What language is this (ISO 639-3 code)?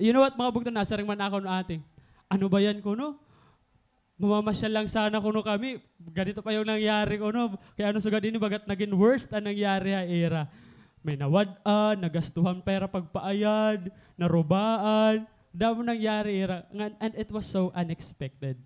war